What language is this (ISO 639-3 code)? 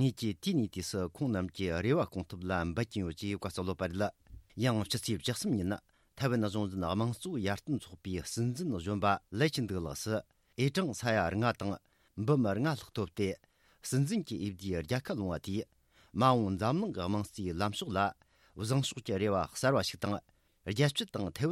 bod